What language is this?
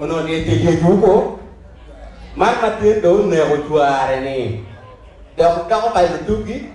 Acoli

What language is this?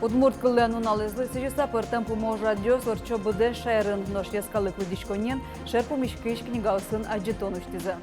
Udmurt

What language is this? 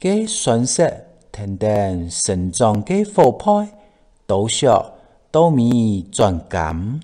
Hakka Chinese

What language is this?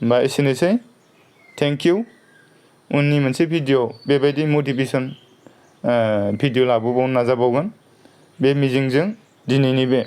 Bodo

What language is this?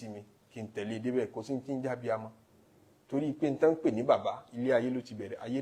Yoruba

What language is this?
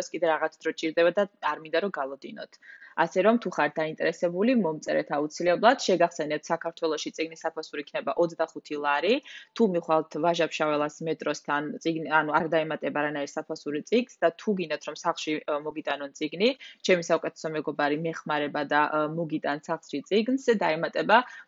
Georgian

